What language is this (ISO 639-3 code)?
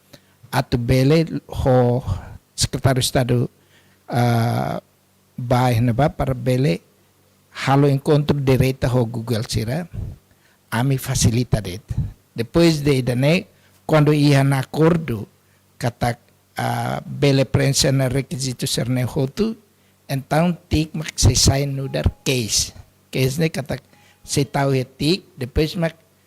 tet